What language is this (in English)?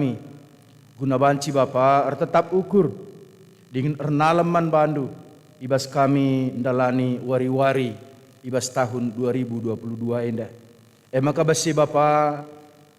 Batak Karo